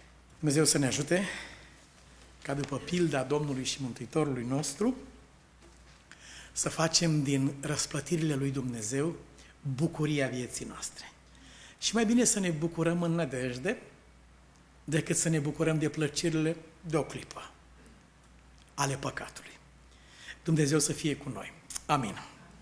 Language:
Romanian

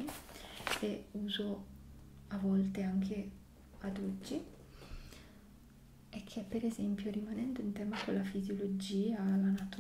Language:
Italian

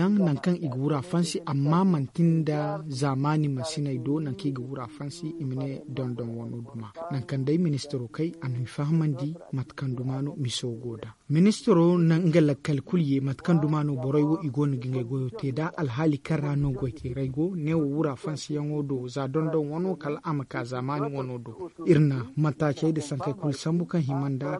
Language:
Zarma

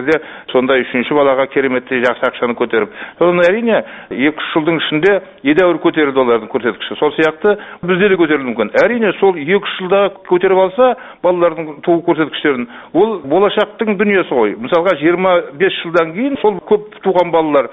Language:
Kazakh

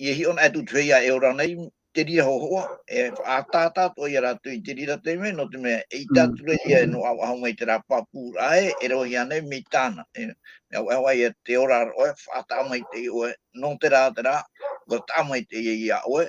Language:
Tahitian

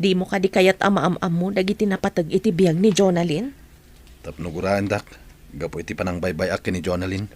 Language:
Iloko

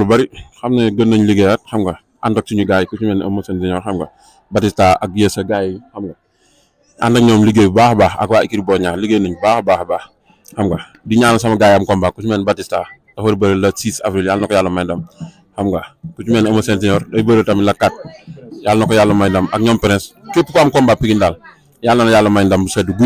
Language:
Wolof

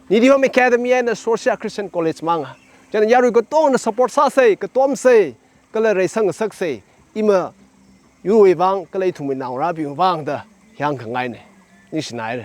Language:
Tangkhul Naga (India)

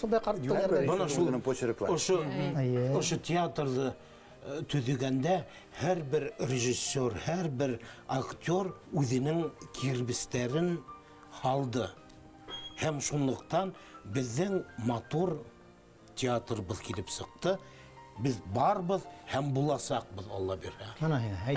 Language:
Bashkir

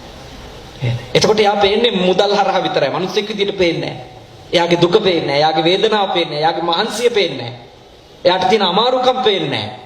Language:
Sinhala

